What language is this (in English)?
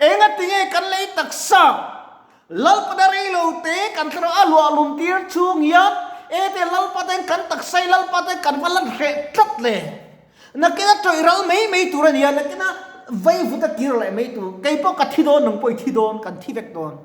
Mizo